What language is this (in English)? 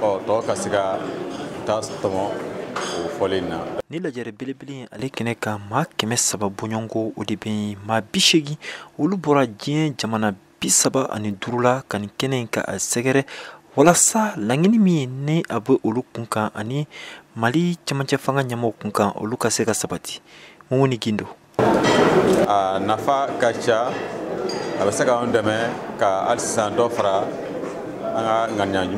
Bambara